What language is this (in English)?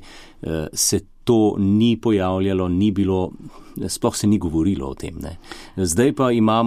Slovenian